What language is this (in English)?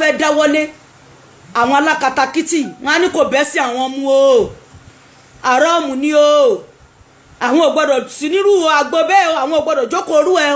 Yoruba